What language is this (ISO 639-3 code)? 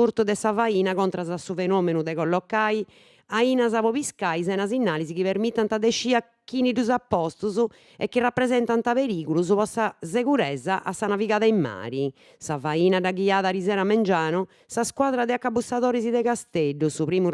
srd